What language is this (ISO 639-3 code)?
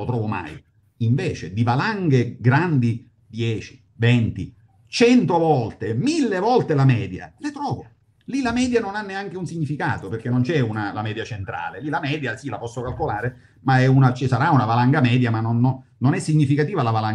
ita